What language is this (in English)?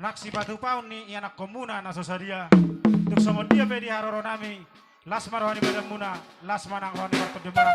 Batak Toba